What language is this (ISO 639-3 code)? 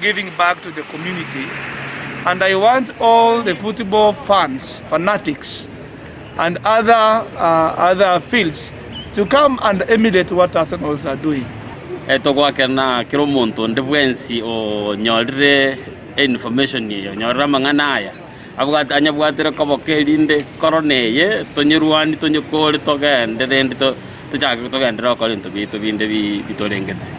guz